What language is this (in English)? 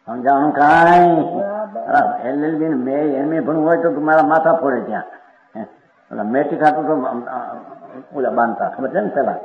Gujarati